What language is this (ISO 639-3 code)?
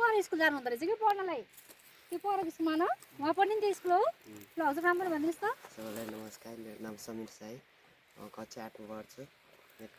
nep